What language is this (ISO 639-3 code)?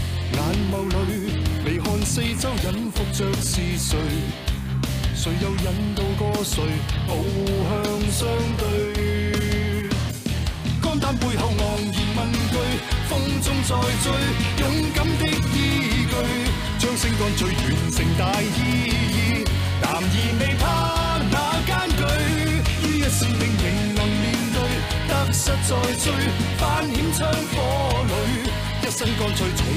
zho